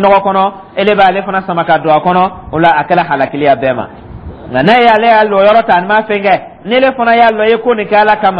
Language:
Dyula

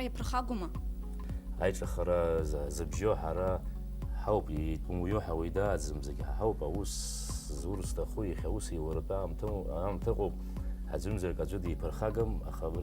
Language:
Abkhazian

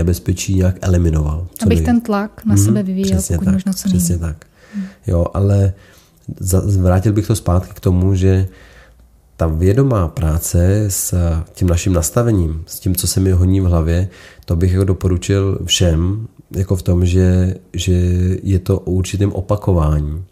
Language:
Czech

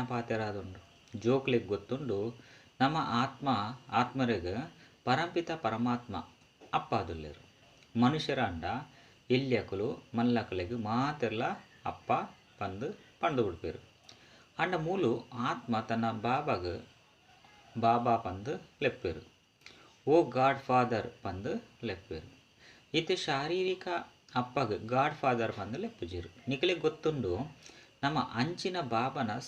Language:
Tulu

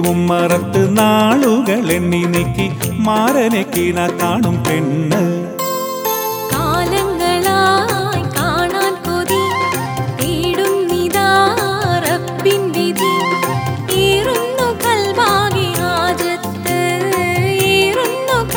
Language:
Malayalam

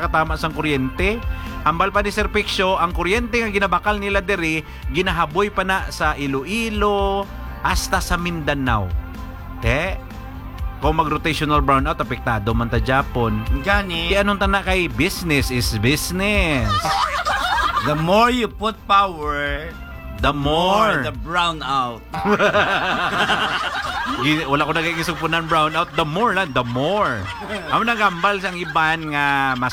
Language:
Hiligaynon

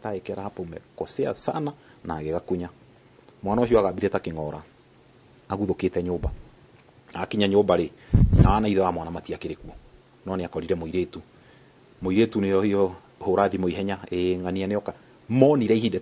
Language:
Kikuyu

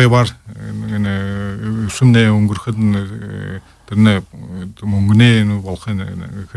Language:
Buriat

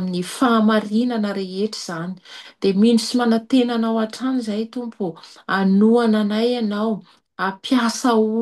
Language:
Malagasy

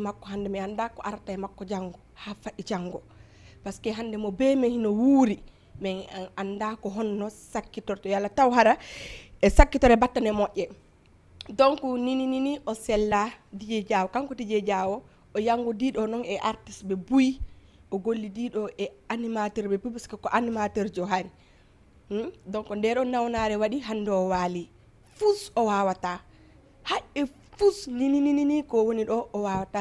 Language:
Fula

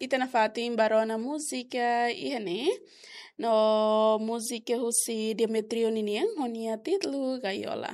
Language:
Tetum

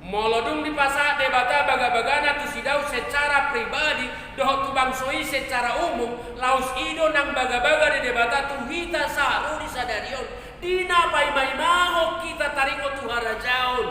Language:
Batak Toba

